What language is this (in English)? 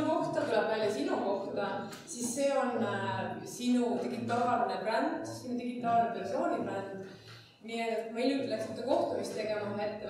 Estonian